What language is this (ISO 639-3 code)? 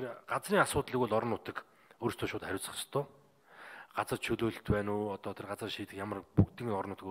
mon